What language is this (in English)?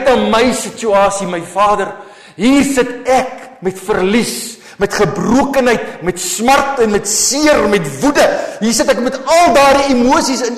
Afrikaans